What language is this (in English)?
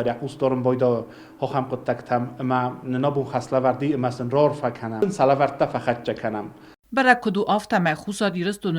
Ossetic